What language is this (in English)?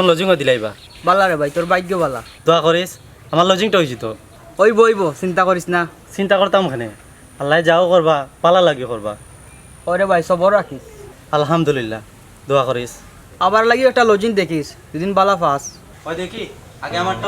Sylheti